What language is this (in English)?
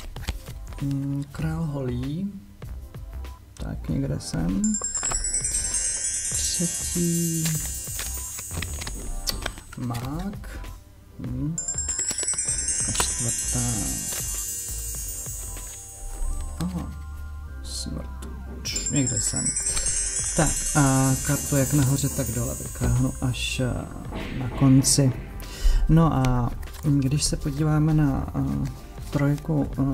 Czech